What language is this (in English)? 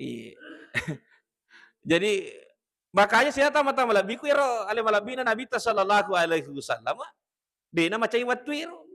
Buginese